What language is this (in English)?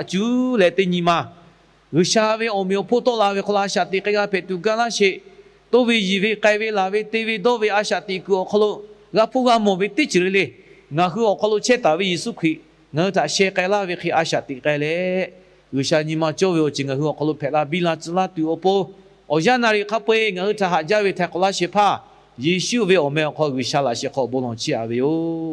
Lahu